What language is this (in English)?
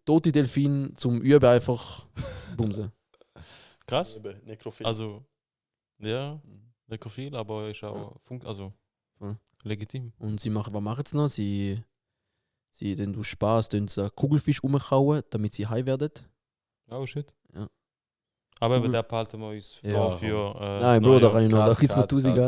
Swiss German